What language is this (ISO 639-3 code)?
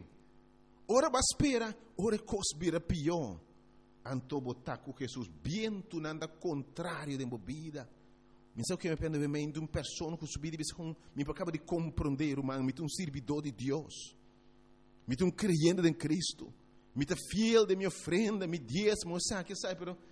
pap